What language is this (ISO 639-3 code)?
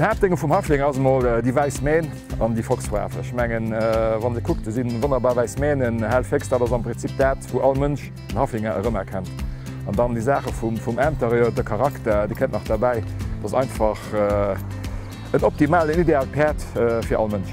ltz